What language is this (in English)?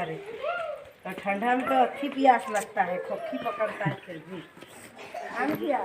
Santali